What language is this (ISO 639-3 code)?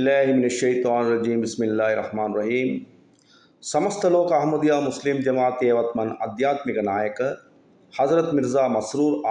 sin